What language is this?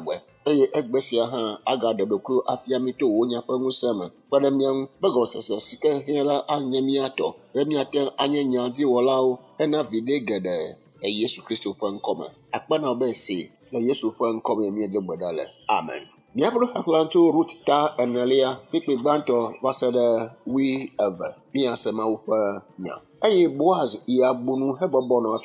Ewe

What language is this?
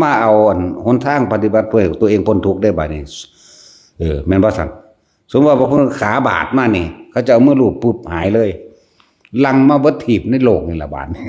Northeastern Thai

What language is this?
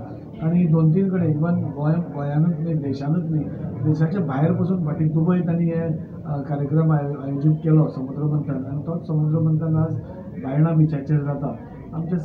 Konkani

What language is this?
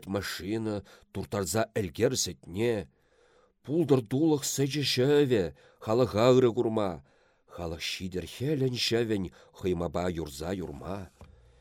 Chuvash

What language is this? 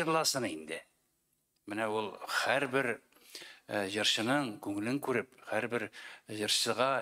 Tatar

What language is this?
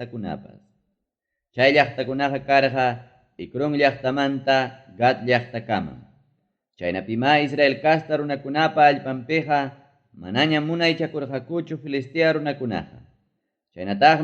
Ayacucho Quechua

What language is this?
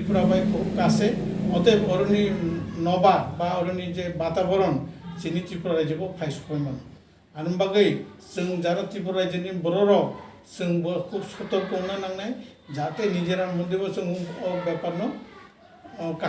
Kok Borok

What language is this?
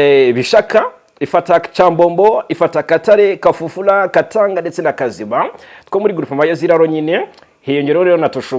Kinyarwanda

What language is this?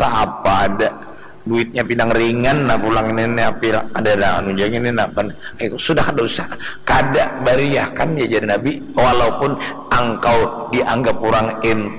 Banjar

